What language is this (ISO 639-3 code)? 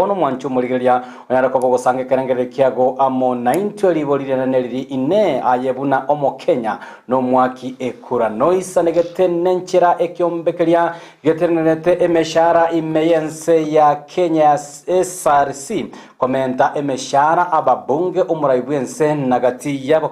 guz